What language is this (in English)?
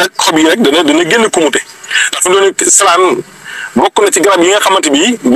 Wolof